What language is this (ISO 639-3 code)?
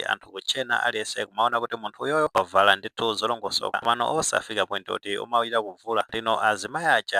nya